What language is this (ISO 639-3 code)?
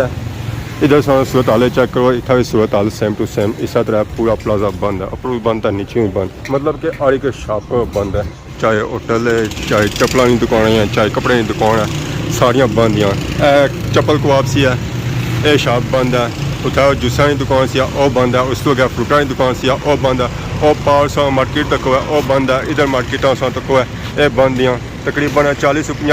phr